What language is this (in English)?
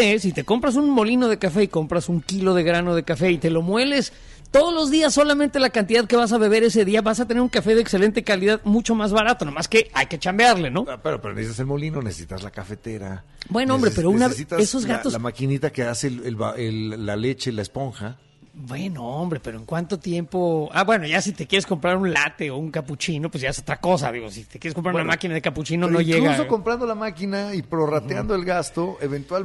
Spanish